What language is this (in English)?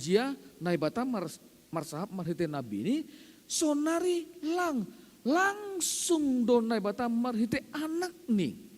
Batak Simalungun